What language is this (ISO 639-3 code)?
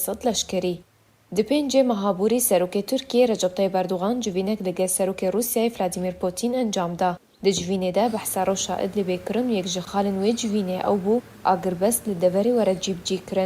kur